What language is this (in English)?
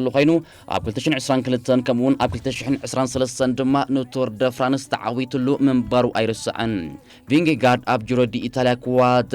Tigrinya